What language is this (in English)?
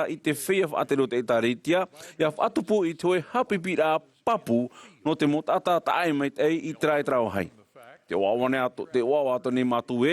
Tahitian